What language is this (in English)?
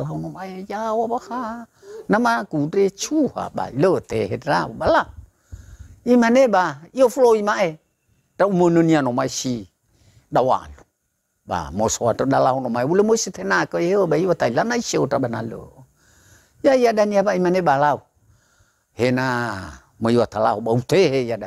Nias